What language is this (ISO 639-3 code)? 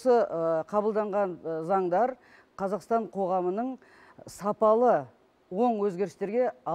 kaz